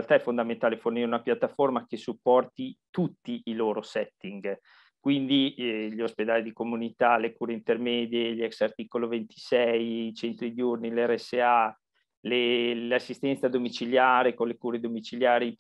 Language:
Italian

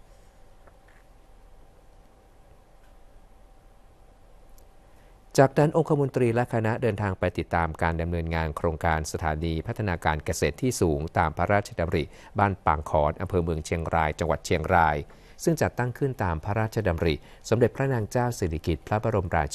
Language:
Thai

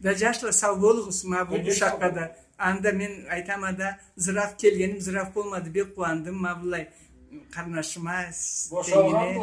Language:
Karachay-Balkar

